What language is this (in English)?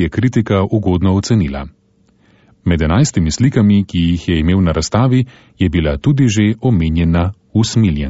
Slovenian